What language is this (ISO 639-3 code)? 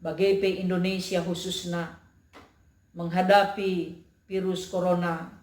btx